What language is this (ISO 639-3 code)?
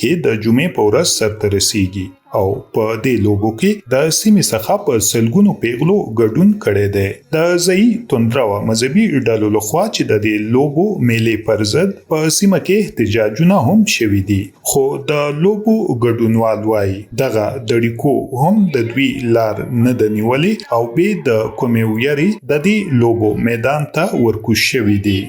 pus